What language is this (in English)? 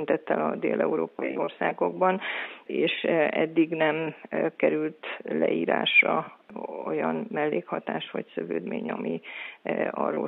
Hungarian